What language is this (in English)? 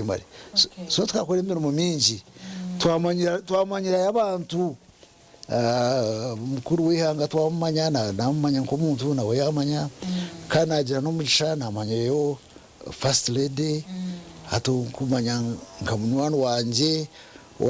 Nyankole